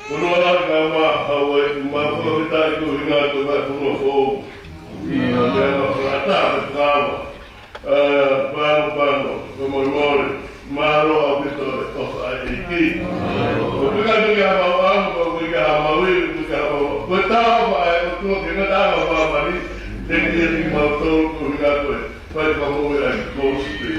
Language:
Tongan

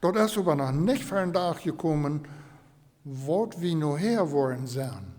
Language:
Plautdietsch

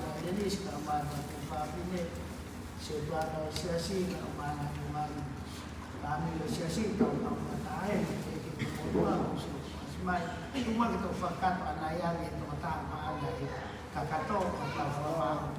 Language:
Tongan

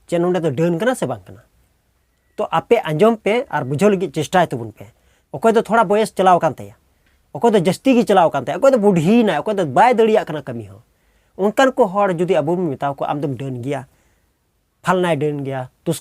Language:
Santali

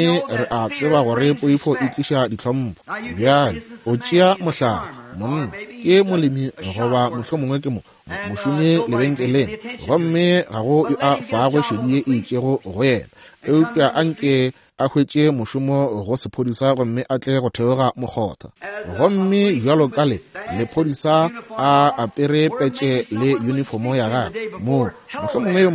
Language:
Northern Sotho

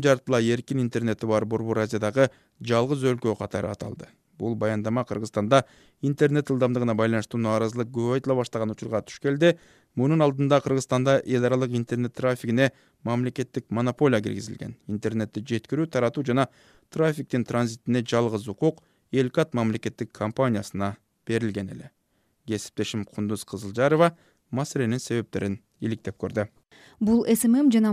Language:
Kyrgyz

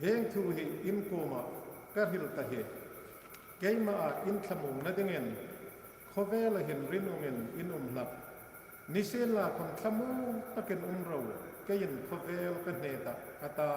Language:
Hmar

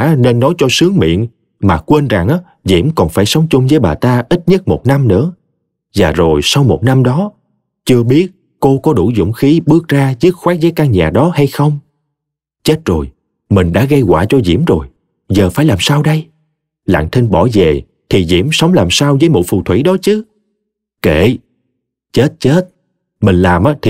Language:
Vietnamese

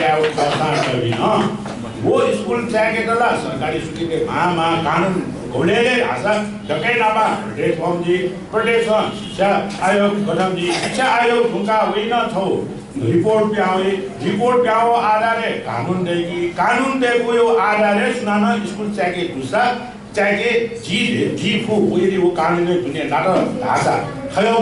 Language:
Newari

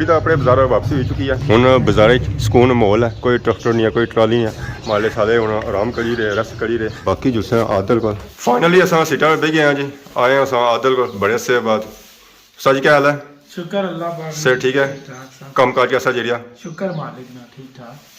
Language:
Pahari-Potwari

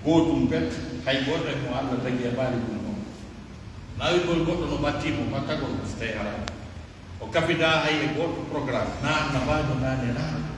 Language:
Pular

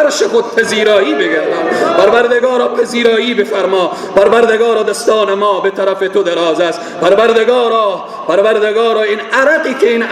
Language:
Persian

